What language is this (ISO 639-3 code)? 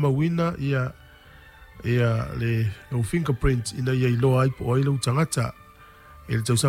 smo